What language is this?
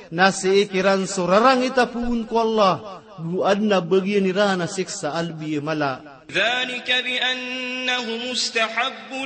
Maranao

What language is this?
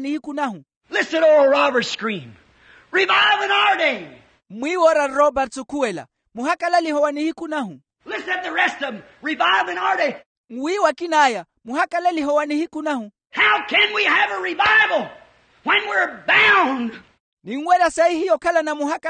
Makhuwa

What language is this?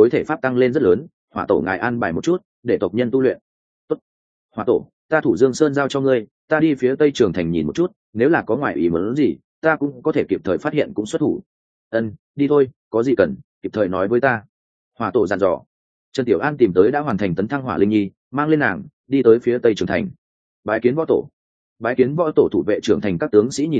Vietnamese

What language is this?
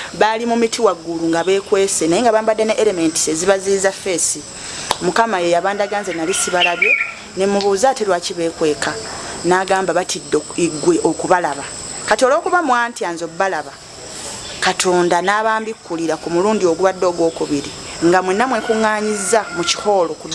Ganda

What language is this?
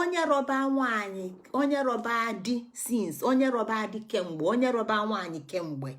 Igbo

